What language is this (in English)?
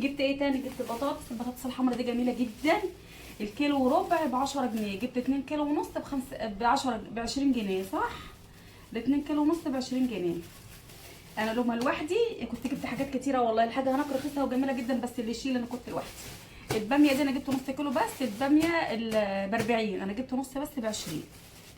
Egyptian Arabic